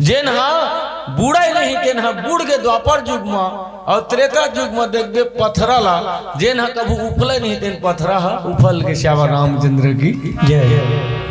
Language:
Chhattisgarhi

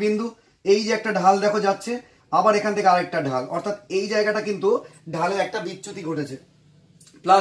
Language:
Bangla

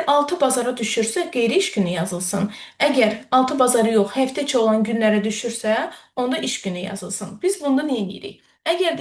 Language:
Azerbaijani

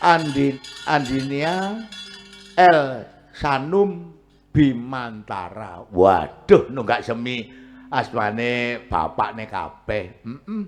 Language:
Javanese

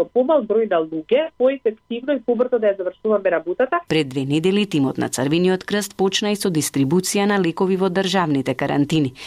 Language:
Macedonian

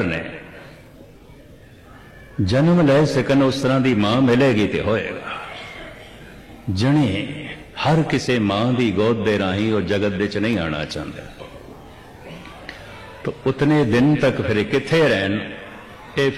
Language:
Punjabi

